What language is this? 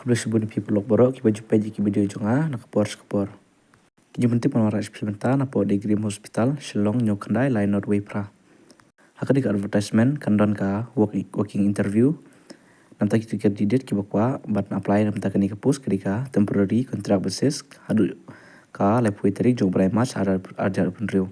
Khasi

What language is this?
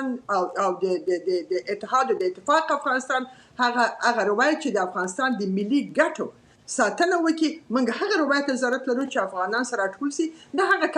Pashto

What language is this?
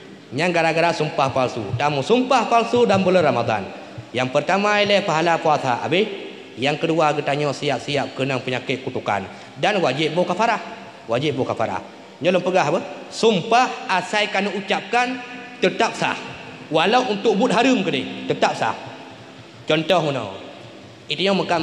Achinese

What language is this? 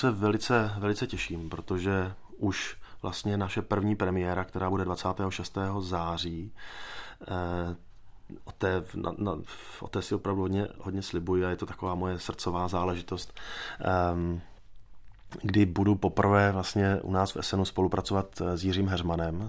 Czech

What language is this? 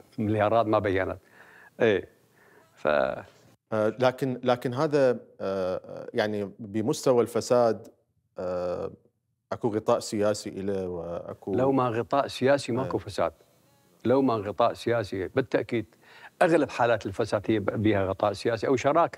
Mesopotamian Arabic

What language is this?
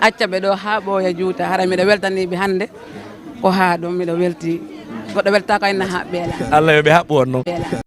Fula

